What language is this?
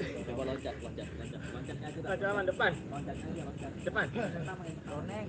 Betawi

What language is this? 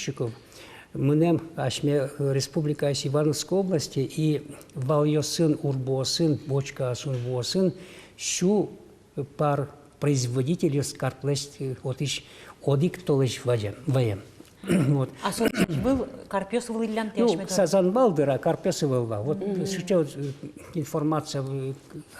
Udmurt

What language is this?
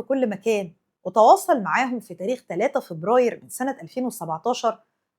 Egyptian Arabic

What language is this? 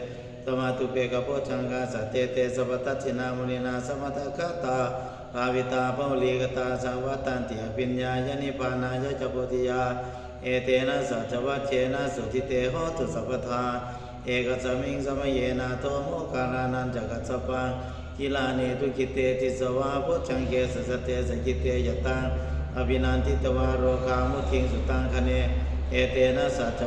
Pali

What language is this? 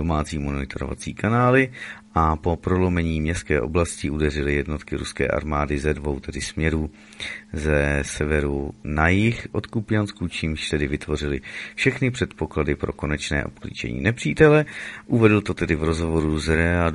Czech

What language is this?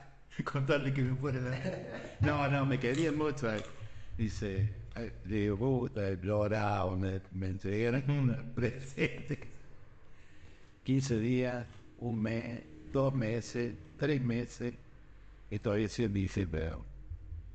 Spanish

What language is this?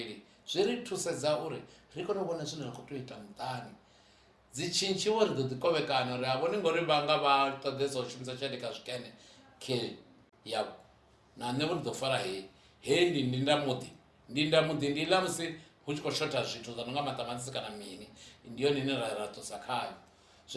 Venda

